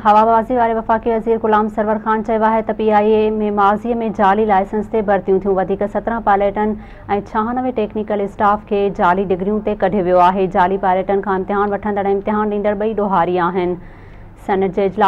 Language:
Sindhi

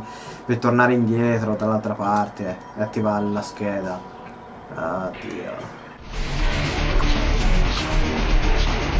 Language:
Italian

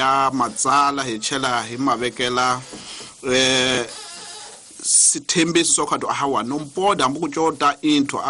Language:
Tsonga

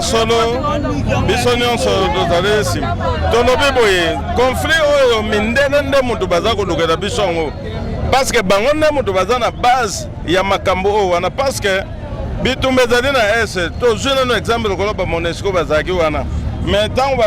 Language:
Lingala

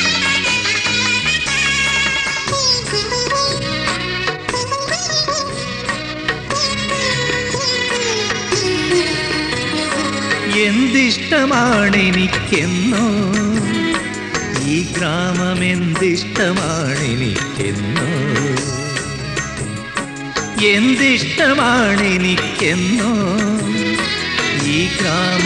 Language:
Malayalam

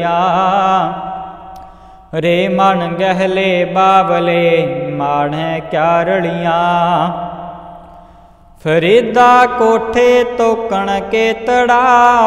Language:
Punjabi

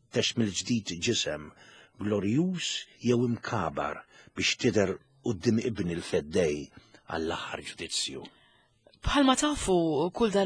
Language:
Maltese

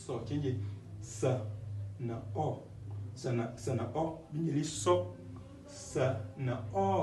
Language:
Tem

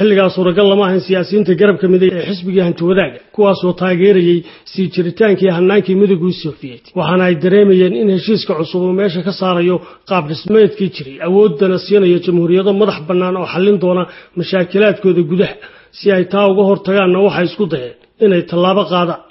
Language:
Somali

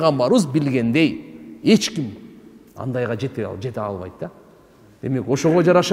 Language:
Kyrgyz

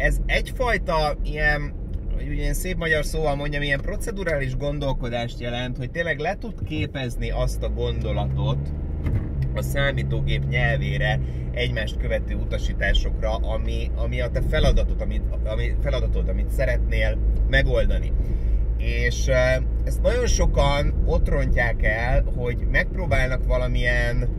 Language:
Hungarian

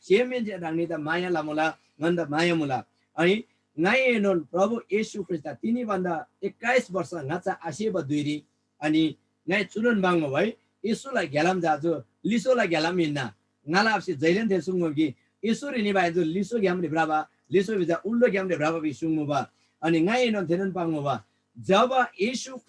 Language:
Eastern Tamang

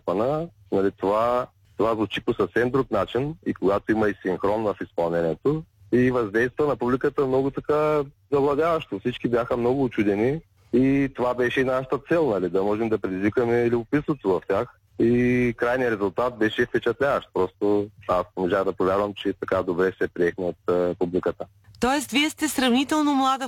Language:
Bulgarian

